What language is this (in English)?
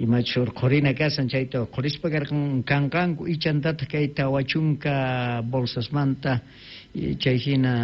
South Bolivian Quechua